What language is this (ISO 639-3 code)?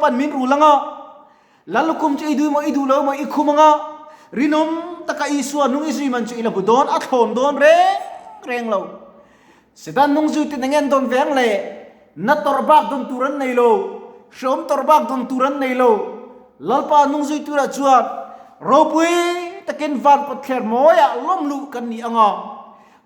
lus